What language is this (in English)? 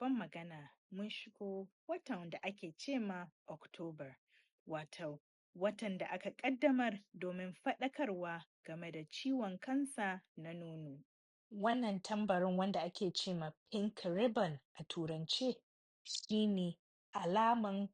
Hausa